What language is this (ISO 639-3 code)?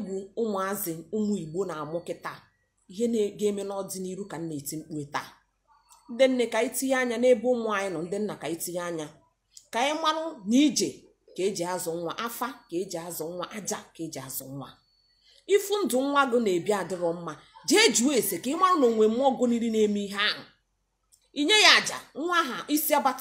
ibo